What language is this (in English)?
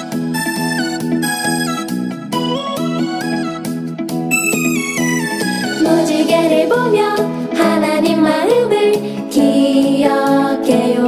Korean